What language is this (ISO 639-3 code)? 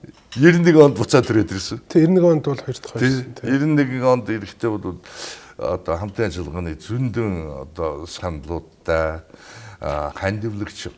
mon